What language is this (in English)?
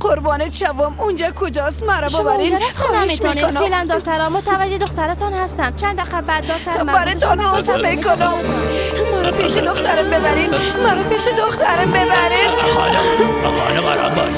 Persian